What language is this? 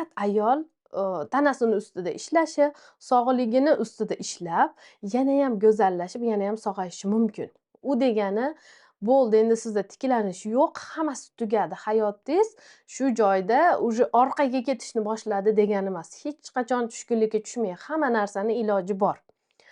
Uzbek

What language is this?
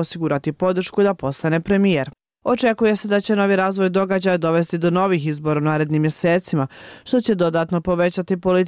Bosnian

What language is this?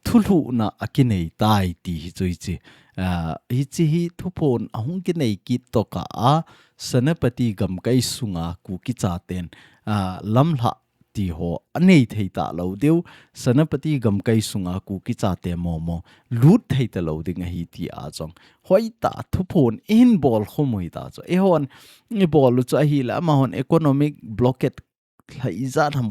Thado Chin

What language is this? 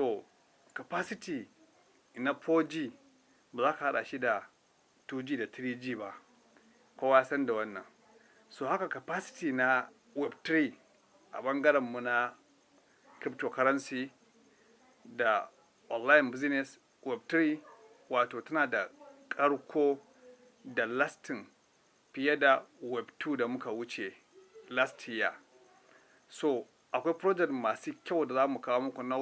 Hausa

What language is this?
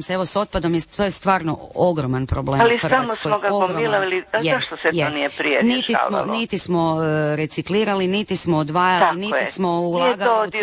Croatian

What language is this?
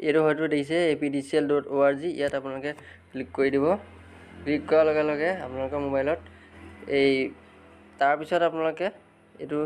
Assamese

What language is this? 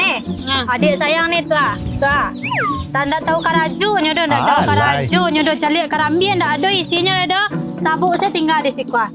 Minangkabau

